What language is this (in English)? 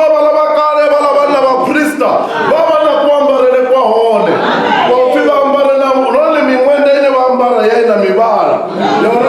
Venda